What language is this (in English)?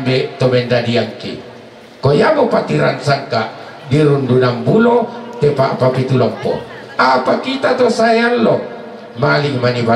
Toraja-Sa'dan